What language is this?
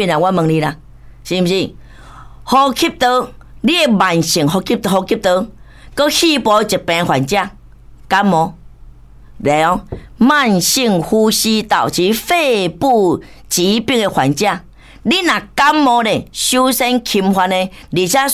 Min Nan Chinese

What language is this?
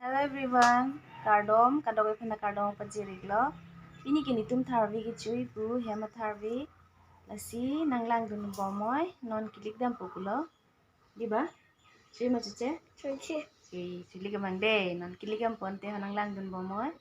Karbi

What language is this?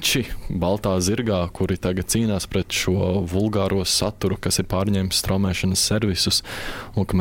Latvian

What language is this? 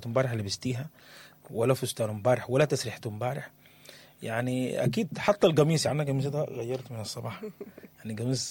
Sudanese Arabic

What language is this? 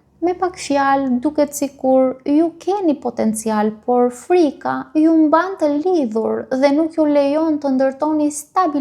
Albanian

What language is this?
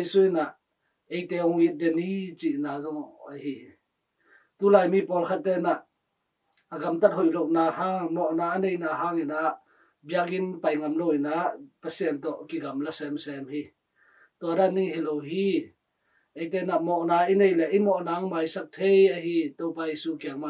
Tedim Chin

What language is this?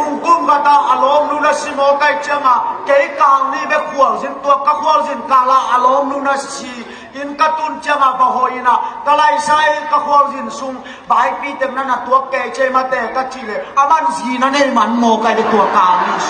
Tedim Chin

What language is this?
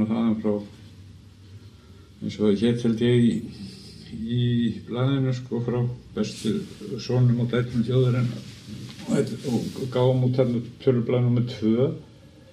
Icelandic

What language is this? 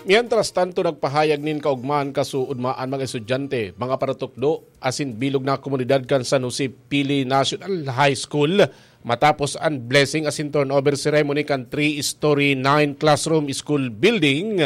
Bikol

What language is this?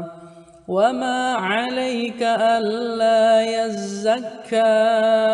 Arabic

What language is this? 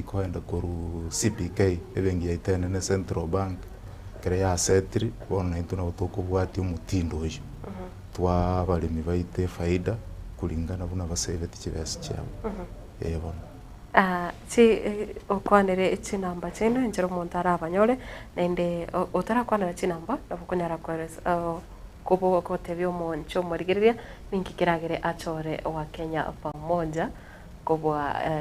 Gusii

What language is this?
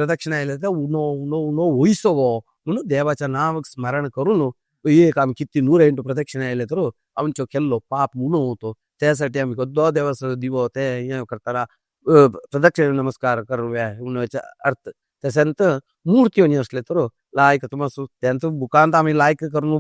Konkani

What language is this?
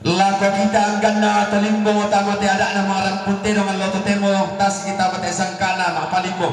Toraja-Sa'dan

